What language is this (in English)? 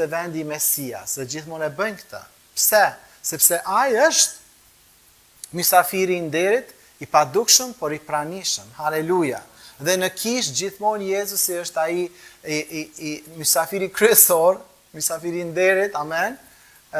Albanian